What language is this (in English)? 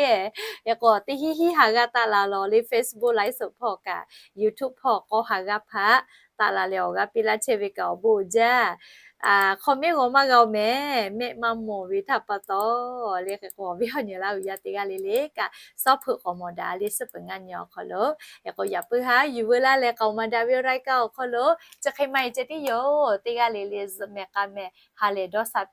Lahu